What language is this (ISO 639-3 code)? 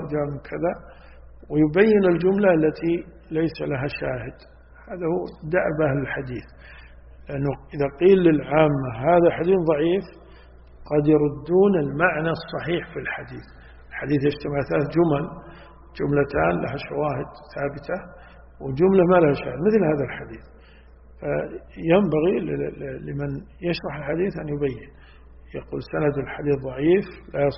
ara